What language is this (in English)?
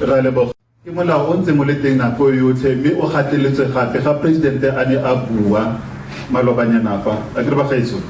Tswana